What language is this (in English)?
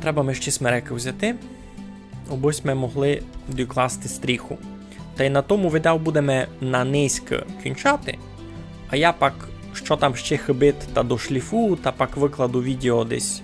Rusyn